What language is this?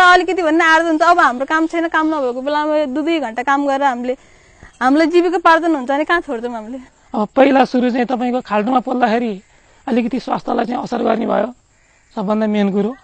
Nepali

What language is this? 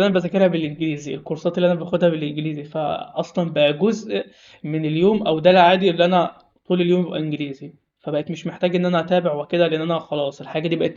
Egyptian Arabic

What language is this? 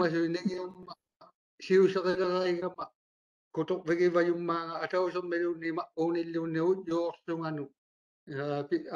Māori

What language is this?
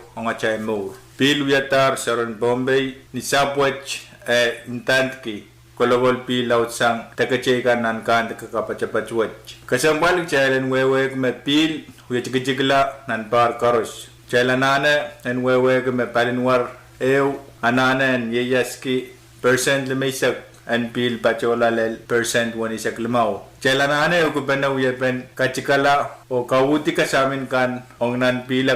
Pohnpeian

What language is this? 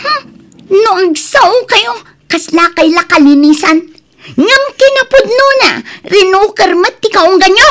Iloko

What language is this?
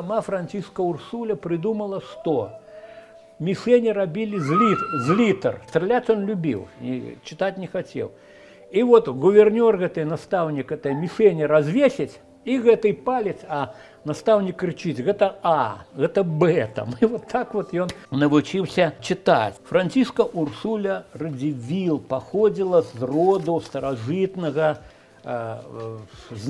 Belarusian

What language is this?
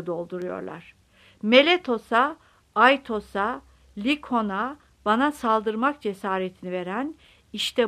Turkish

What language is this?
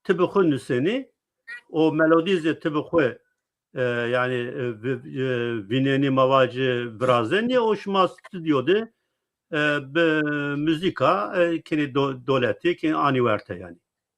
Zaza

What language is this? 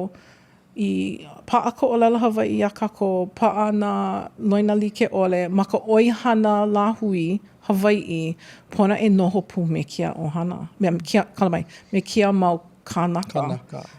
Hawaiian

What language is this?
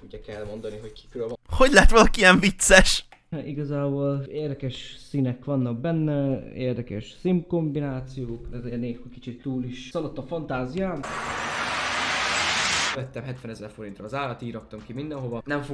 Hungarian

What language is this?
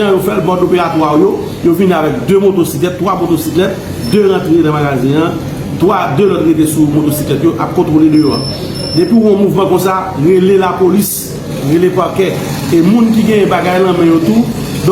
Haitian Creole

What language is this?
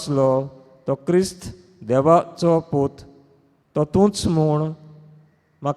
Konkani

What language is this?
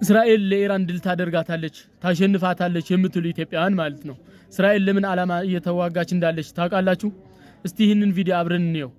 Amharic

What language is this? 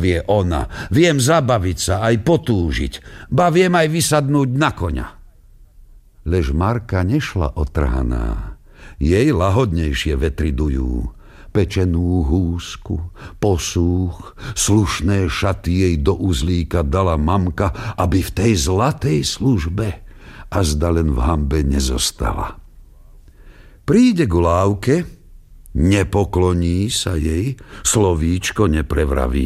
Slovak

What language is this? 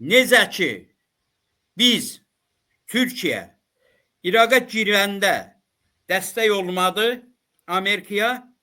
Azerbaijani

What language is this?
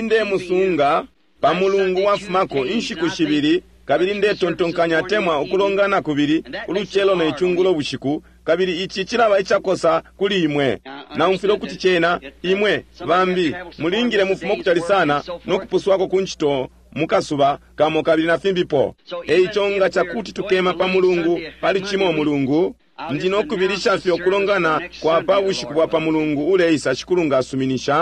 Bemba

